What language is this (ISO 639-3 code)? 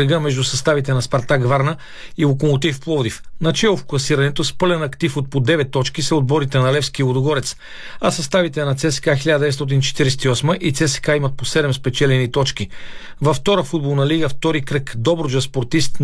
bul